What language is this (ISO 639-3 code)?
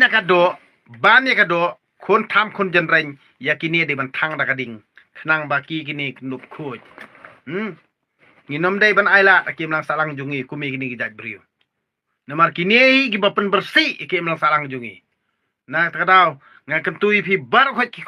kha